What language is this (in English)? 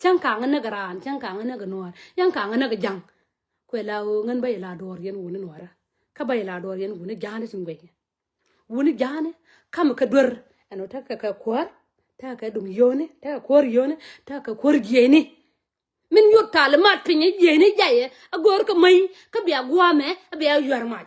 Nuer